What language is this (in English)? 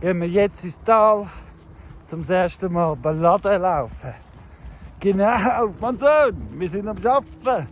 Swiss German